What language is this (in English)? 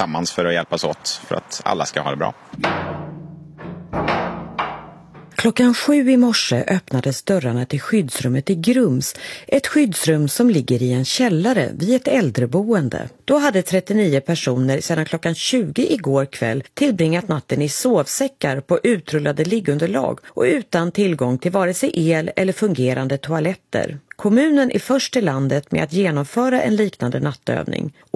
Swedish